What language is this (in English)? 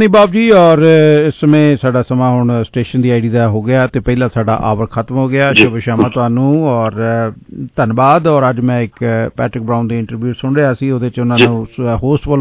Punjabi